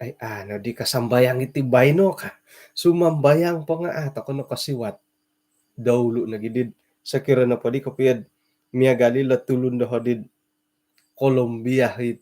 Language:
Central Dusun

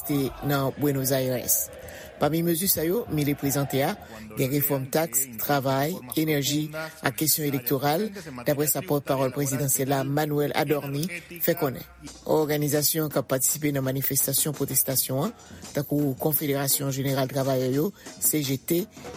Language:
Haitian Creole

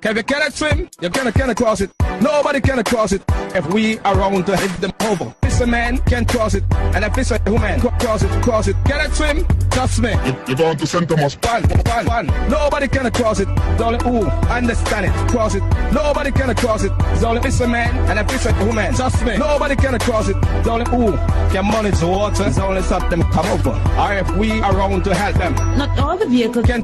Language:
Jamaican Creole English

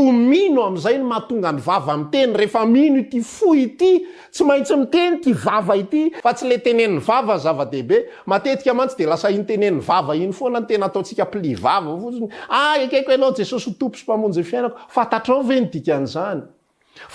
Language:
Malagasy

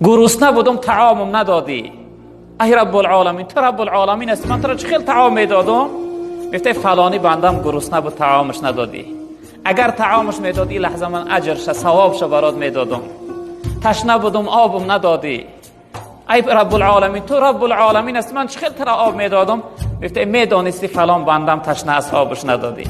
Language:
Tajik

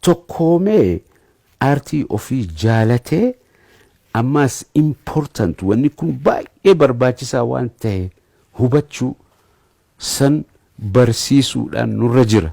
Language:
Oromo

